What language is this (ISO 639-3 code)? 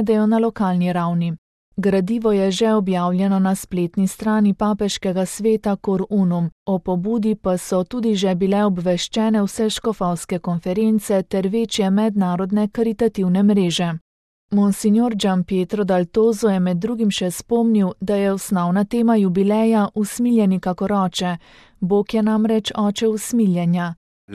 slv